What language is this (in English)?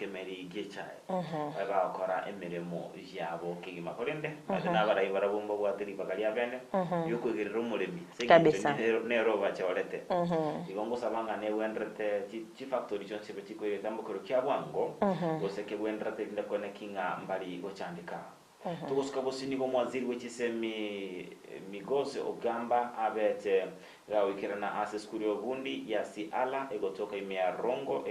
Gusii